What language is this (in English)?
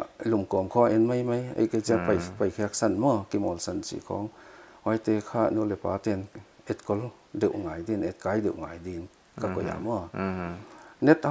Paite Chin